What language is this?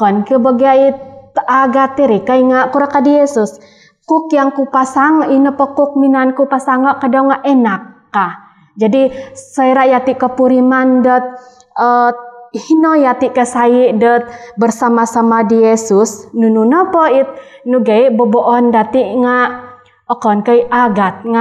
Central Dusun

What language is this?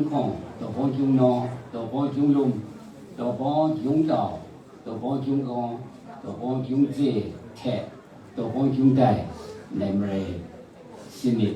Kachin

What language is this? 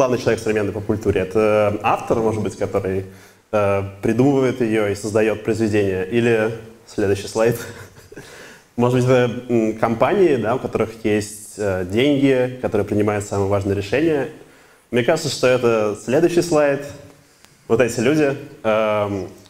Russian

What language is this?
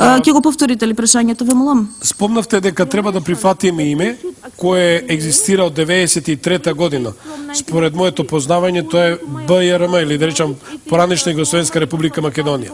Macedonian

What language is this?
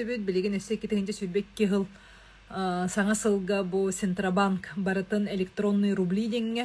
Yakut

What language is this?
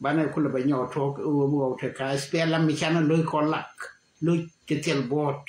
Nuer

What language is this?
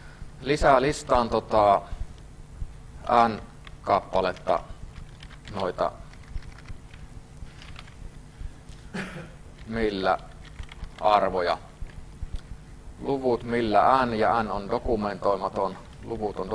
Finnish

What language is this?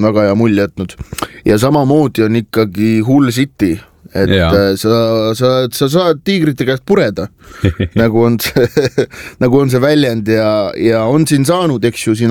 Estonian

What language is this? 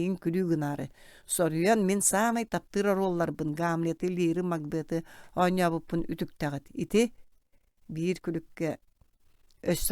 Yakut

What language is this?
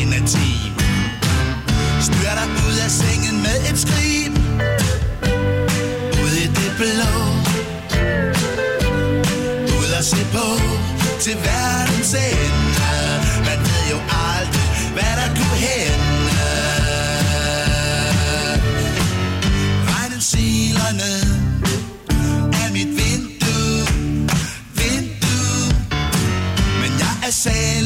Danish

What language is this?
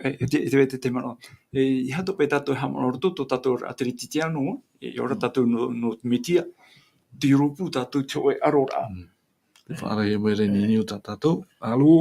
Tahitian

